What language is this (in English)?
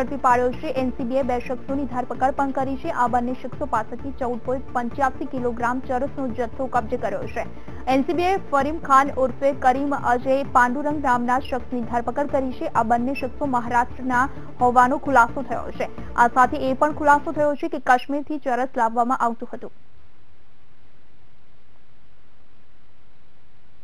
Gujarati